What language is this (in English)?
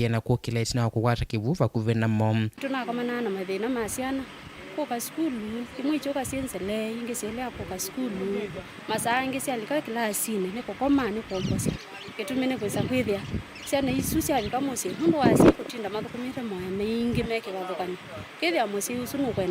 Kamba